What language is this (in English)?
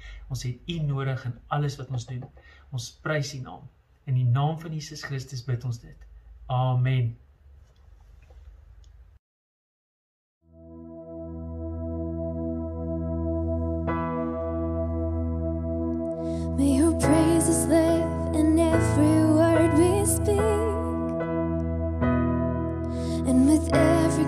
Afrikaans